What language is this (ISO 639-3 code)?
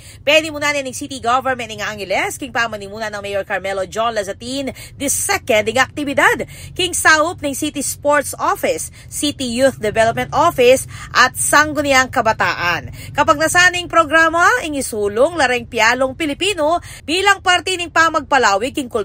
pam